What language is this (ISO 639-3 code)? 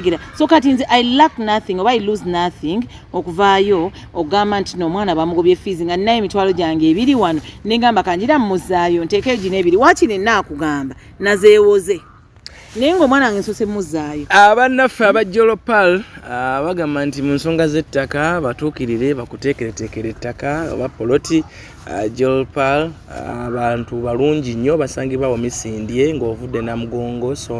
lug